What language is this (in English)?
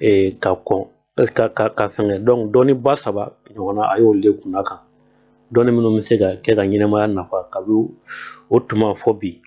Bambara